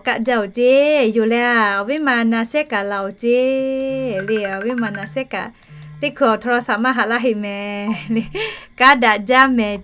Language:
Lahu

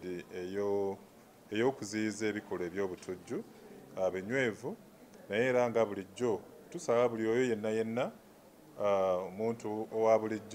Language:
Ganda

